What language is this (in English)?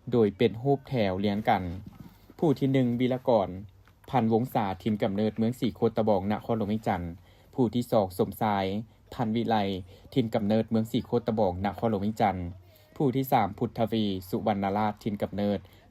Lao